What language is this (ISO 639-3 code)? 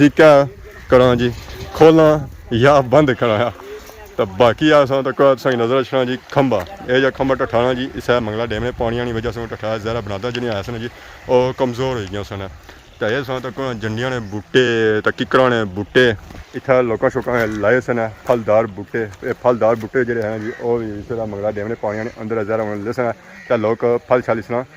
phr